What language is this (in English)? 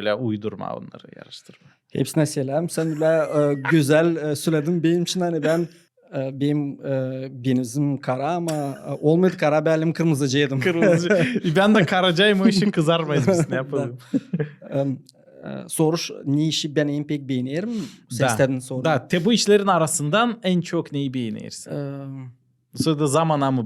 Gagauz